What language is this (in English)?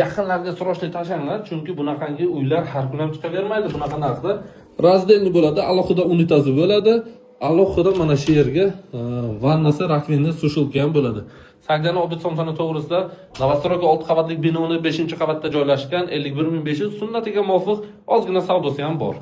Uzbek